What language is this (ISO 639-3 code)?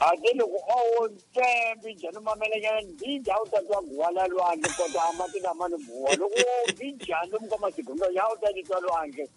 tso